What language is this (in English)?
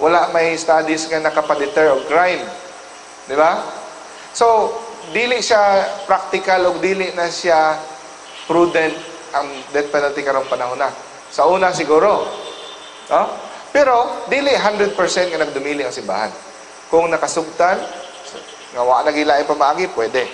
Cebuano